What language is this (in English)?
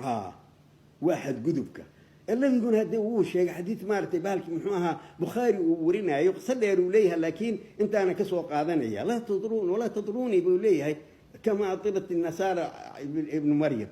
Somali